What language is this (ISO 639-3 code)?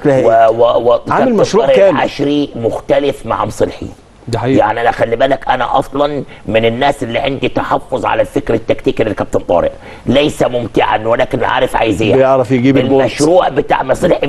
arz